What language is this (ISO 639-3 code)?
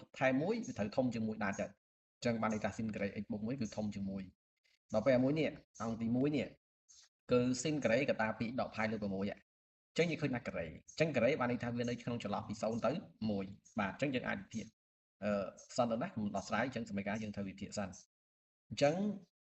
khm